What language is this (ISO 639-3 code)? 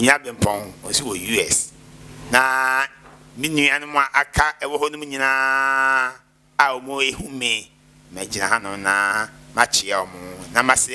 aka